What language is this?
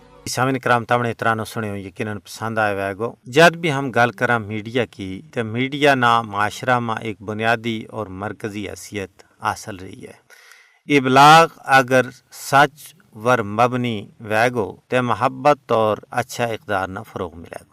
Gujari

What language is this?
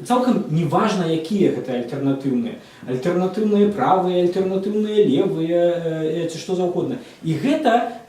Belarusian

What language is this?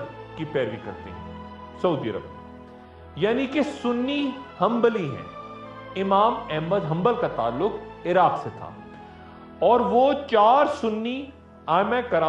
Urdu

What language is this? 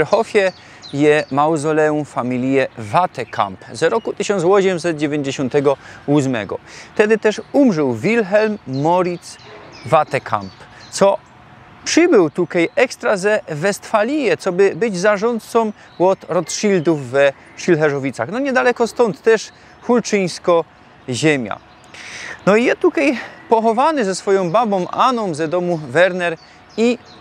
Silesian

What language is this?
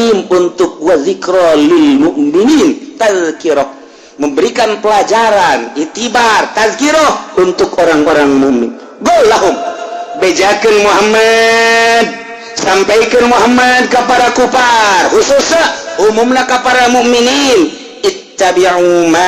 Sundanese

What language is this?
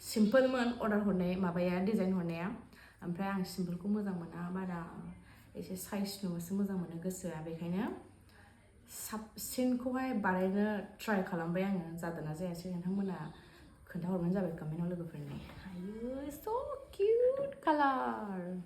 Bodo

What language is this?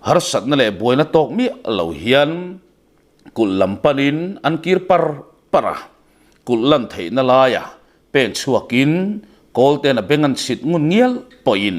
Mizo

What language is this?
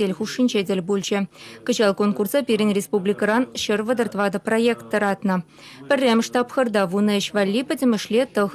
Chuvash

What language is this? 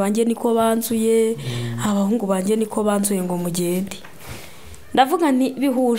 Kinyarwanda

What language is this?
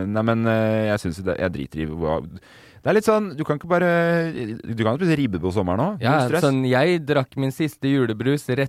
Norwegian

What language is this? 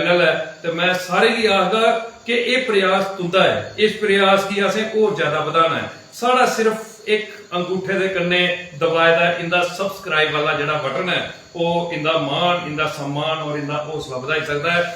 Dogri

